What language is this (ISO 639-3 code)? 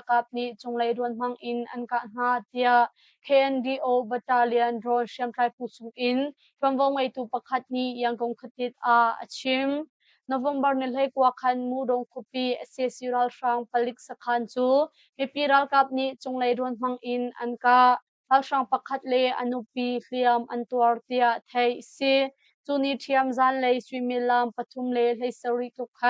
cnh